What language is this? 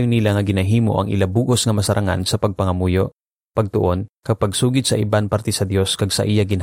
Hiligaynon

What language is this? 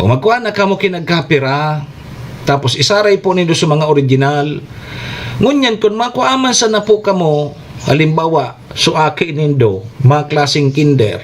Bikol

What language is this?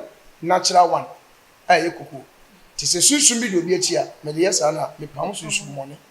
Akan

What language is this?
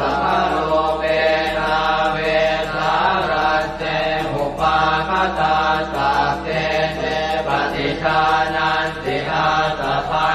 Pali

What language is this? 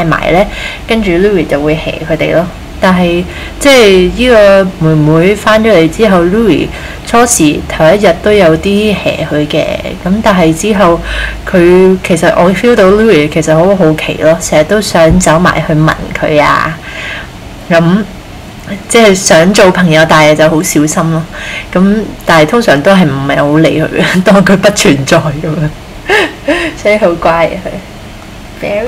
Cantonese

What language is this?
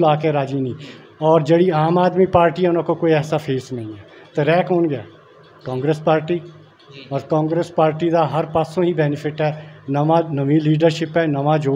Punjabi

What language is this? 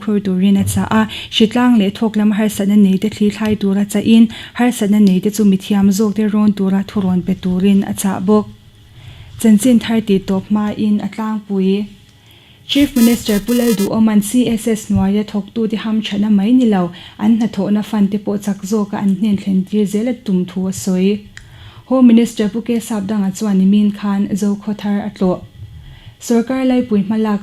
Mizo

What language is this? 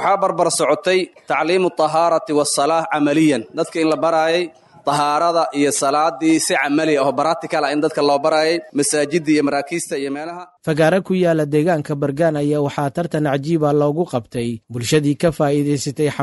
Somali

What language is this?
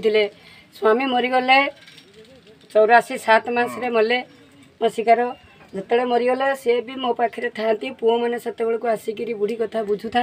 Odia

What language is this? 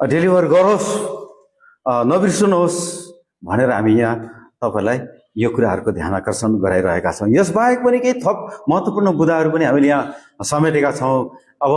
Nepali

